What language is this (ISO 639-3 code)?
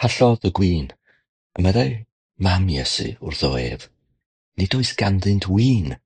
cym